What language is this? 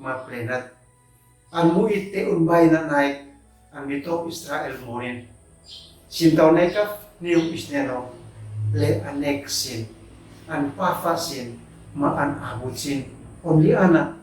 Uab Meto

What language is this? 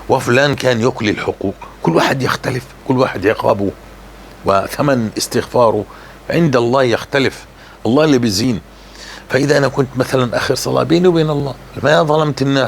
North Levantine Arabic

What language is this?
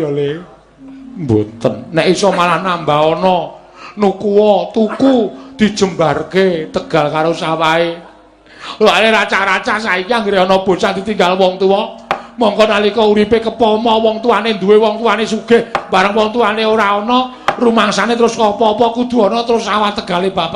Javanese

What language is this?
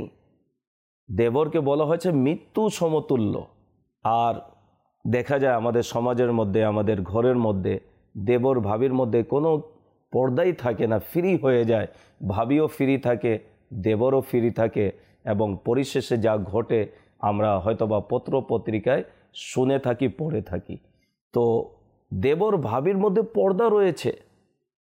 Bangla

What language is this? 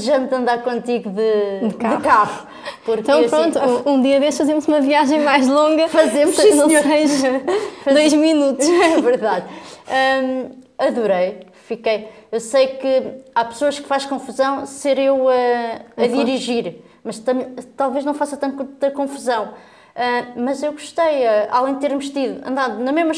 Portuguese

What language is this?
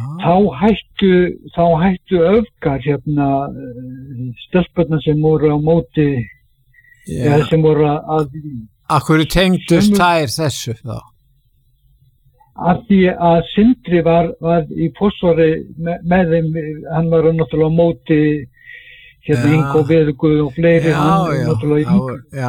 Icelandic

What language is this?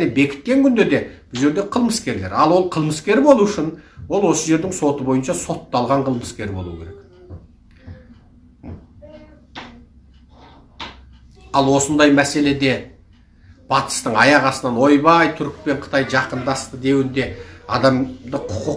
Kazakh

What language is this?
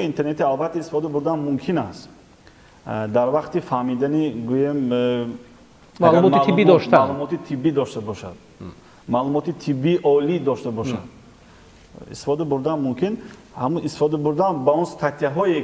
Tajik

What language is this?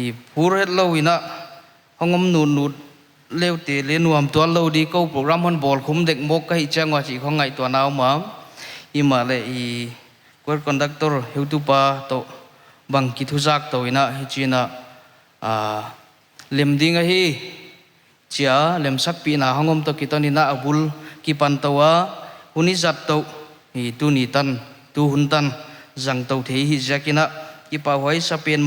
Paite Chin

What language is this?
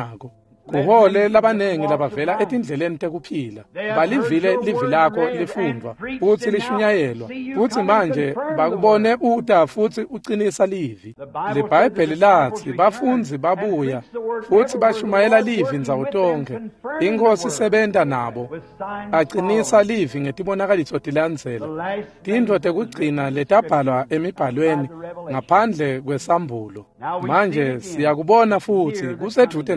Swati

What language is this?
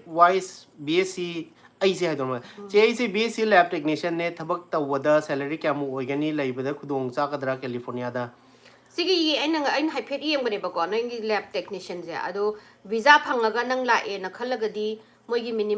Manipuri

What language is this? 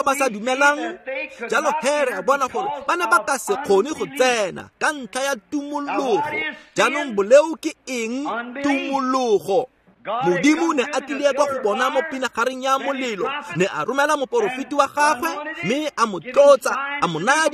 Tswana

